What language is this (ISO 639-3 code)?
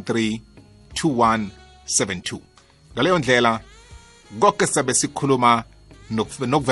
nbl